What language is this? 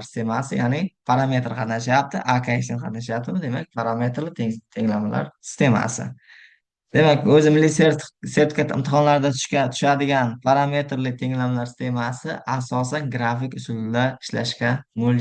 Uzbek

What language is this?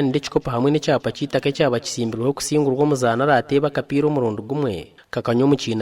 Nyankole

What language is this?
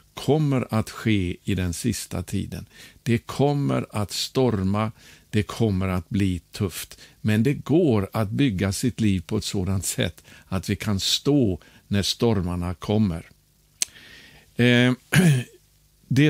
Swedish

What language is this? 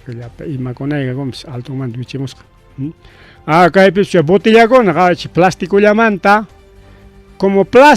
Ayacucho Quechua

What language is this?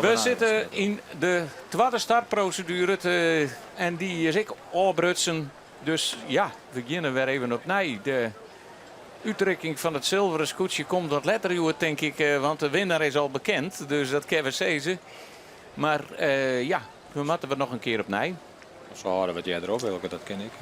Western Frisian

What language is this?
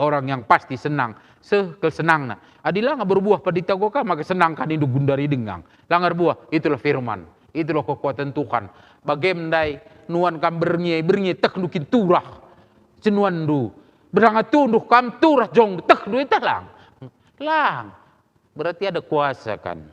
Batak Karo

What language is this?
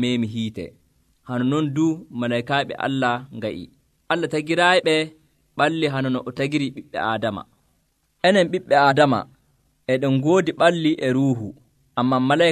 Nigerian Fulfulde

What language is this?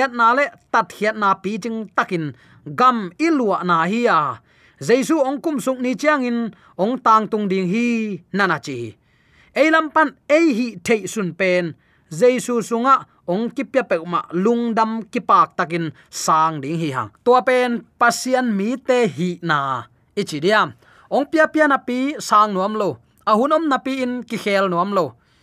Tedim Chin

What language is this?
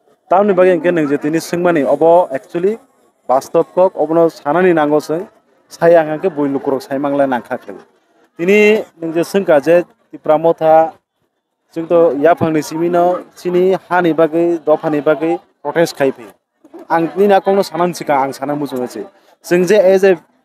Kok Borok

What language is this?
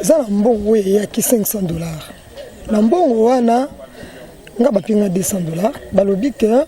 Lingala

